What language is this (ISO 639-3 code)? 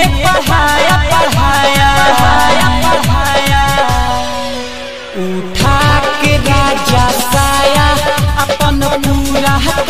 bho